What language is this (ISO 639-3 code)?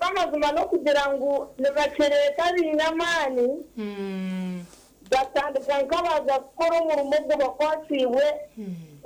nyn